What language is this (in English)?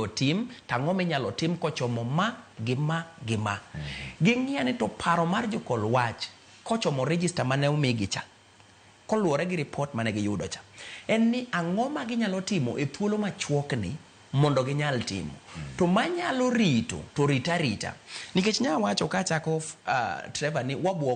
Luo (Kenya and Tanzania)